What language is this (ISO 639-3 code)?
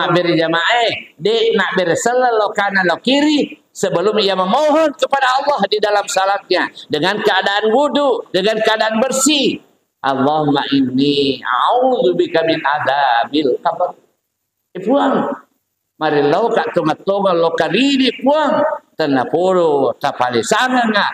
bug